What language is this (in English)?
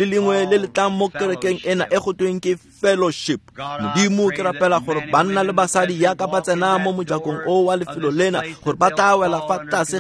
Tswana